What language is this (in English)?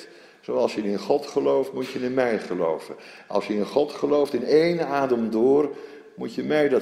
Dutch